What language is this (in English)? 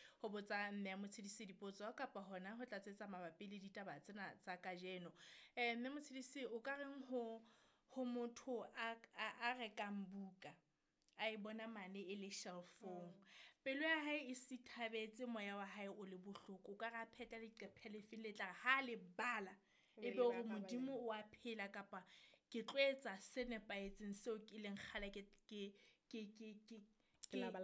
Southern Sotho